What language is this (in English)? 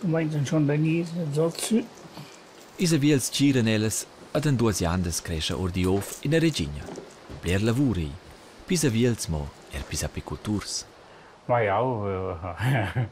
Romansh